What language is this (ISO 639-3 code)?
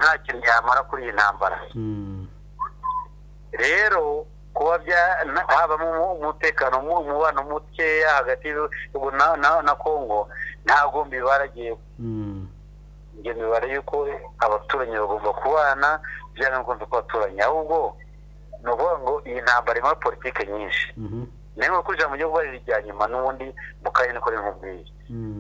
kin